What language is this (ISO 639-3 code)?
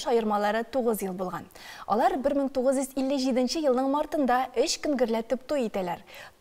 tat